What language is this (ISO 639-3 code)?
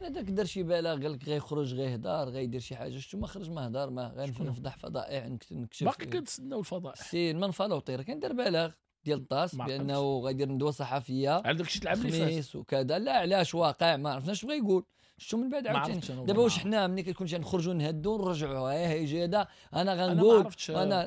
ary